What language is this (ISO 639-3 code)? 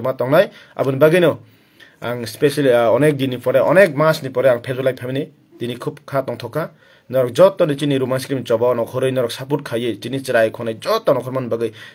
trp